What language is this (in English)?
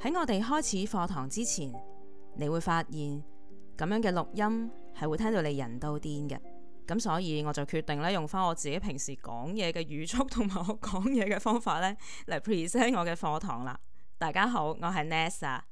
Cantonese